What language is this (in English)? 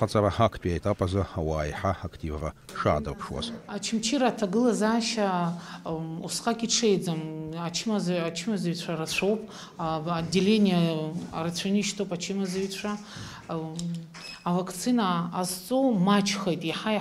Abkhazian